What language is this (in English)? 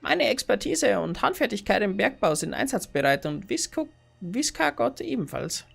Bavarian